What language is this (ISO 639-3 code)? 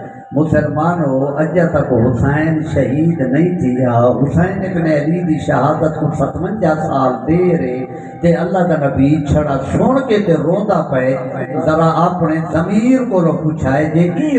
skr